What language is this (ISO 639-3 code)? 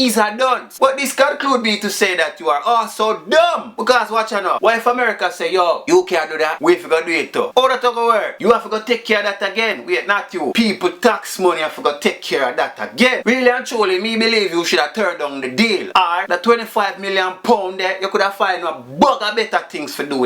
jam